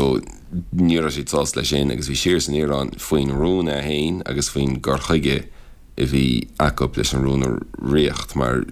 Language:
Irish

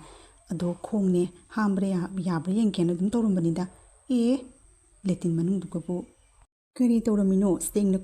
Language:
Manipuri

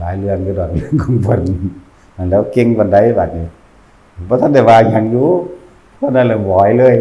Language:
Northeastern Thai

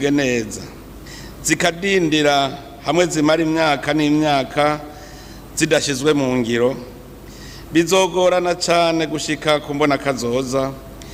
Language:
Rundi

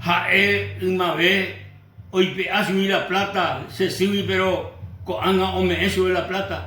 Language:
Guarani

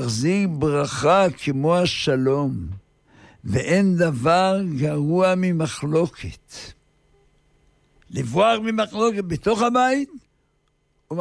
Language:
Hebrew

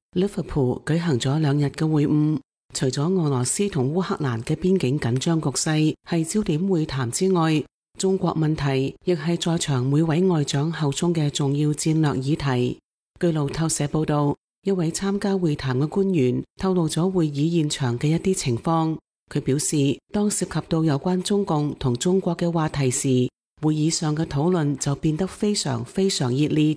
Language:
Cantonese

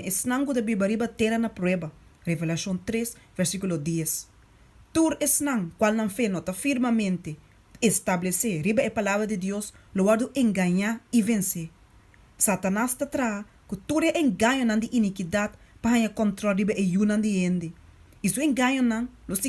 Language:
Papiamento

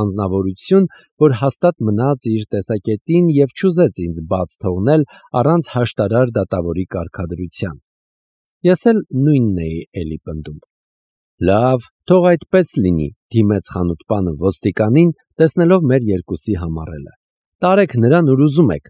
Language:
Armenian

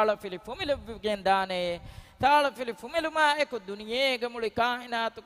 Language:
Divehi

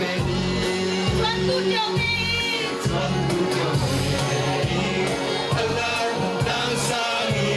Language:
Falam Chin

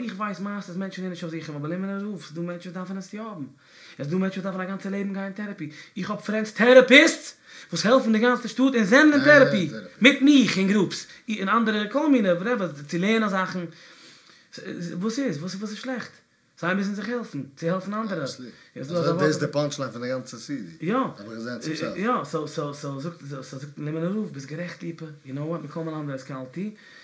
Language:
Yiddish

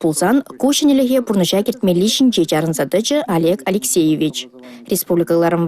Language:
Chuvash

